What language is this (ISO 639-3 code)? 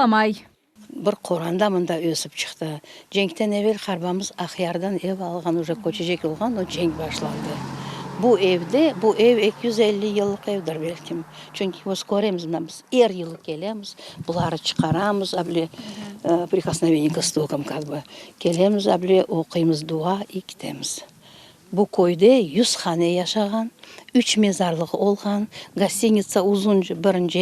crh